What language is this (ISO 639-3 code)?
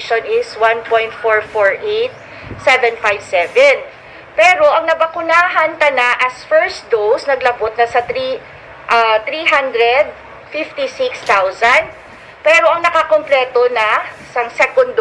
hil